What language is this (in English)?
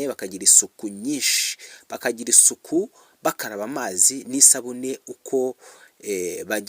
Kinyarwanda